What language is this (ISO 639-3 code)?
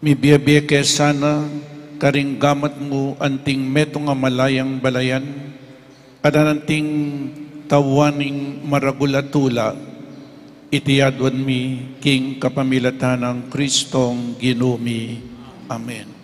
pam